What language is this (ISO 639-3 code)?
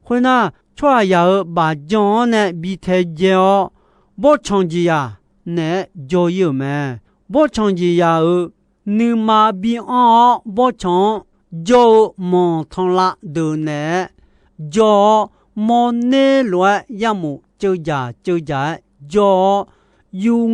ahk